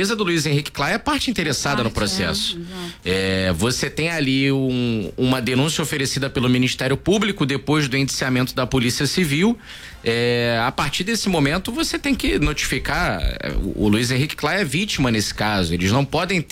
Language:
Portuguese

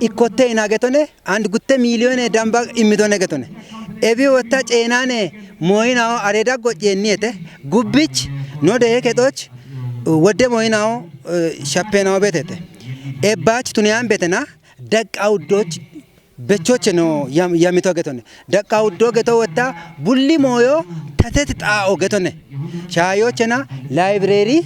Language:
Kafa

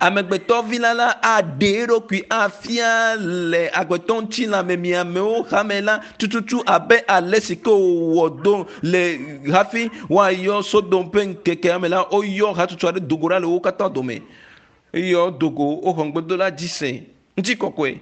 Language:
Ewe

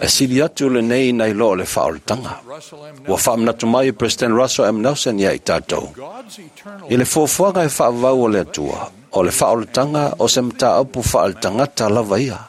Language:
Samoan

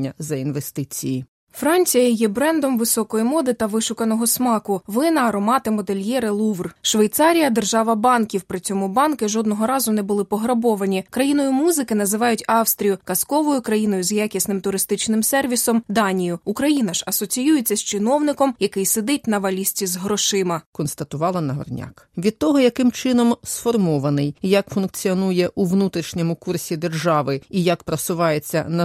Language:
Ukrainian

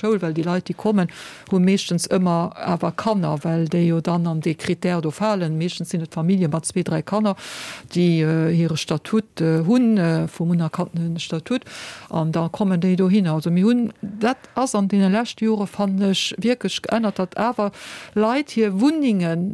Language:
Luxembourgish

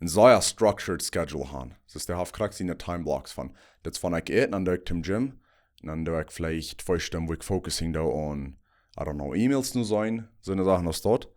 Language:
Plautdietsch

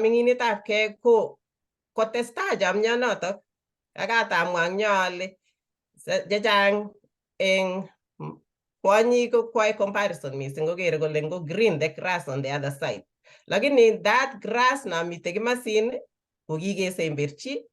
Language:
Kalenjin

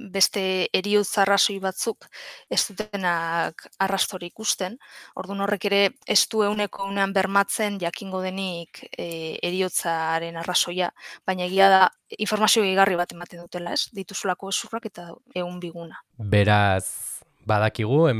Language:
Basque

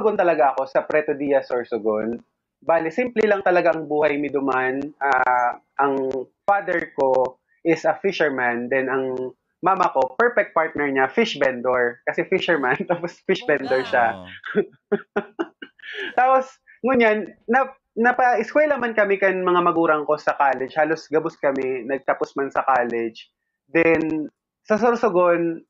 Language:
Bikol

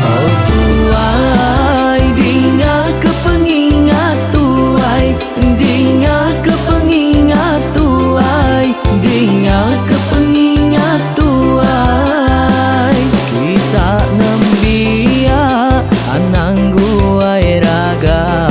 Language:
Iban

